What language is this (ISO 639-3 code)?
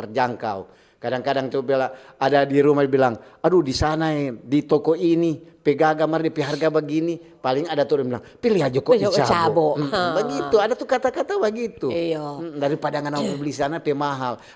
xmm